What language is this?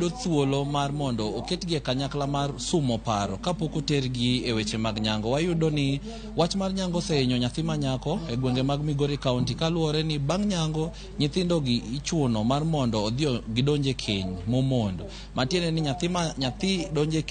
Luo (Kenya and Tanzania)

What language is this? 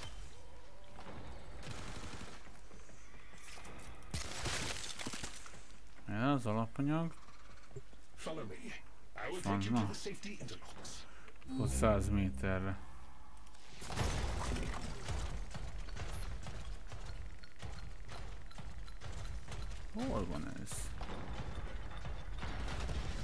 Hungarian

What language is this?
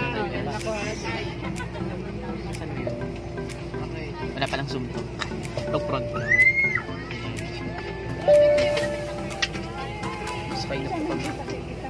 Filipino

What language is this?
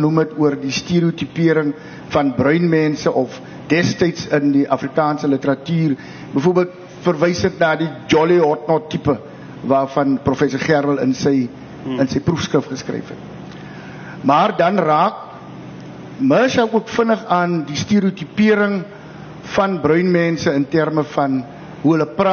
Afrikaans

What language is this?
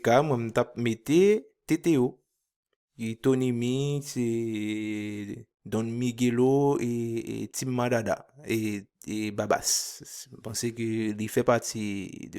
Haitian Creole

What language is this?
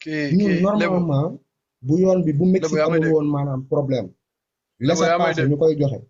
Wolof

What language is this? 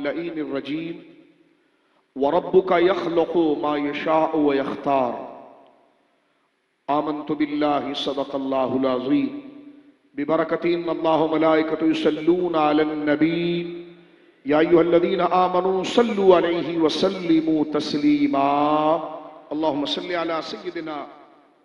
Urdu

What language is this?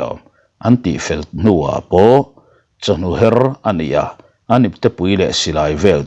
Mizo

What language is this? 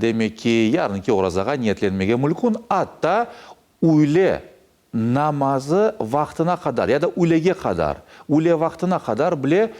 Crimean Tatar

